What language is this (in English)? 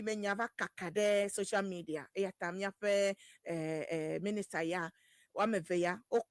Ewe